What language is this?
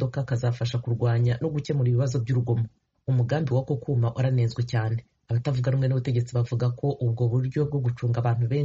Kinyarwanda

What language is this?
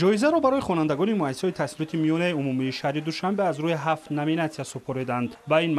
Tajik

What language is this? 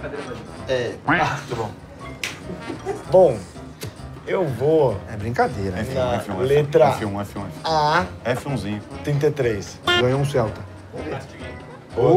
Portuguese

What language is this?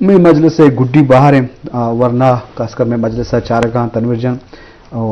Eastern Balochi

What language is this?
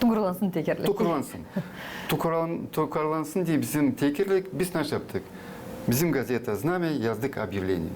Gagauz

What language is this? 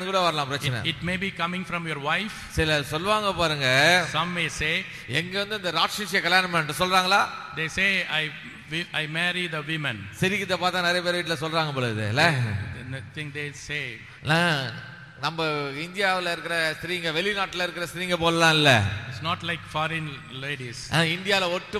Tamil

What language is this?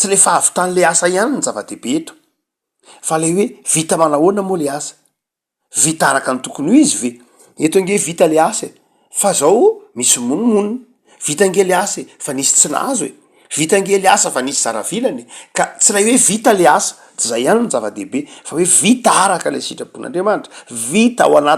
Malagasy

